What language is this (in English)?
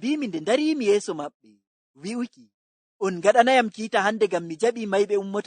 Fula